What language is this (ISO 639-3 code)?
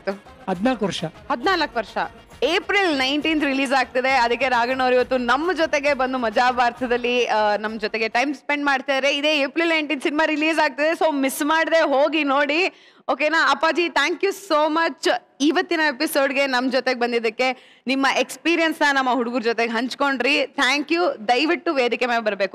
kan